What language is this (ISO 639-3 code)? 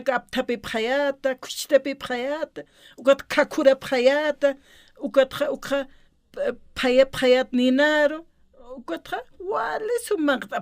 aym